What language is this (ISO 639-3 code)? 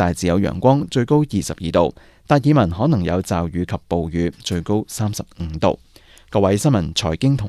yue